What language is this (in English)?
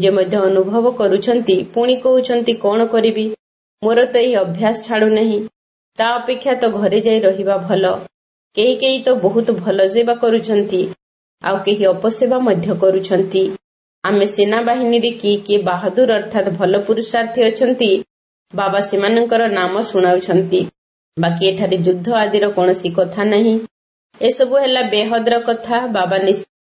Odia